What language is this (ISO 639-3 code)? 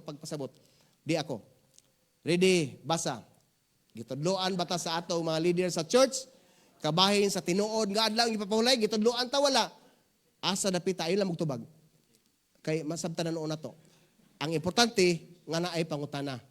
ceb